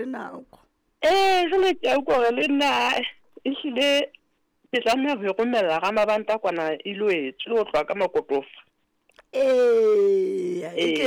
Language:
Southern Sotho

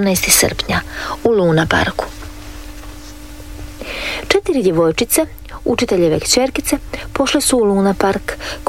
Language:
Croatian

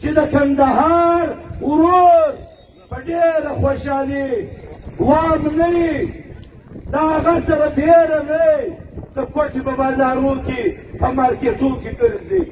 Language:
Pashto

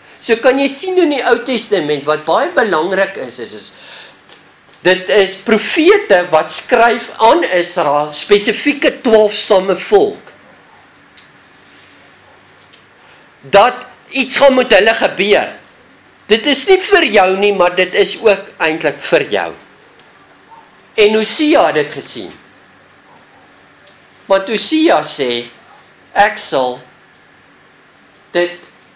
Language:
Afrikaans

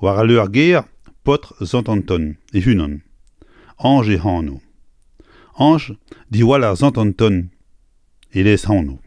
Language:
Breton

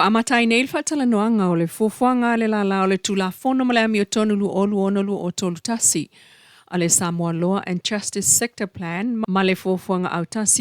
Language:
Samoan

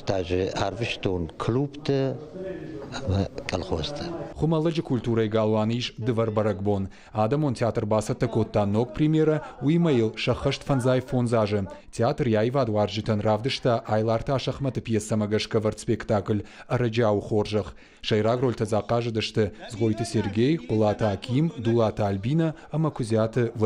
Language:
Ossetic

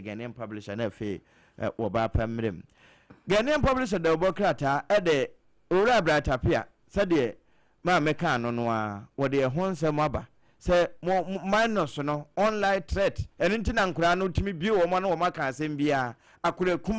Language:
Akan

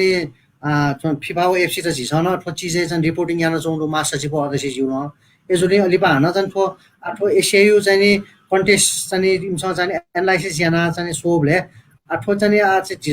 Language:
Newari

